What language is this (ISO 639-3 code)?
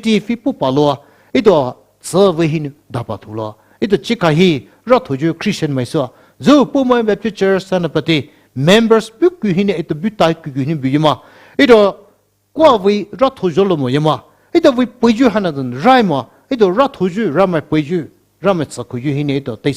pmx